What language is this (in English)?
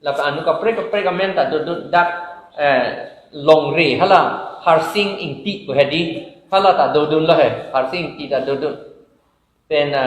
Karbi